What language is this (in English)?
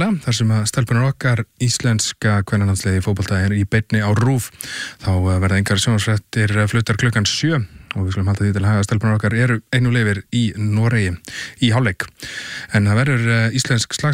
Icelandic